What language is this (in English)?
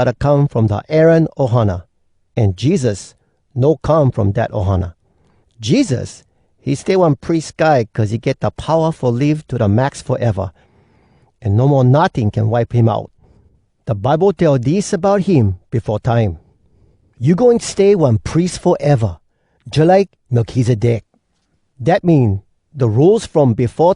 Hawai'i Creole English